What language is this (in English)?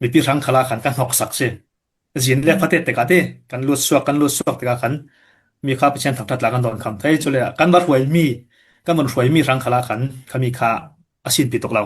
Falam Chin